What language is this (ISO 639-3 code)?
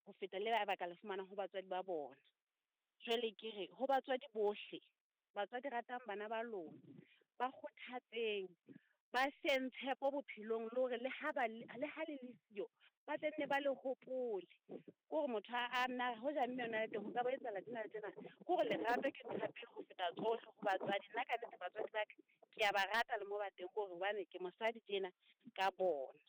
sot